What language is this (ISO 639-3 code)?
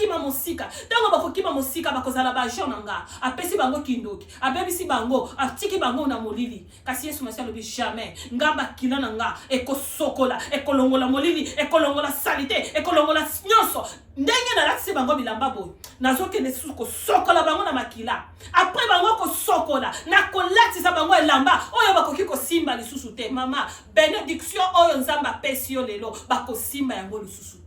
lin